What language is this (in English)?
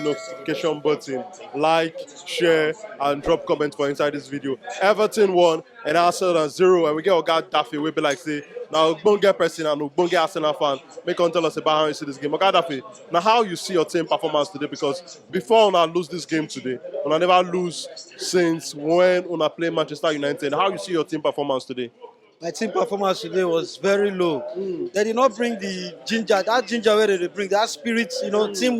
Nigerian Pidgin